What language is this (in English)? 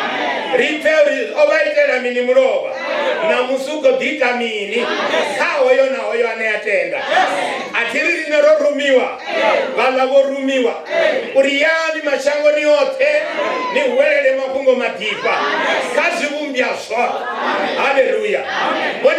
Venda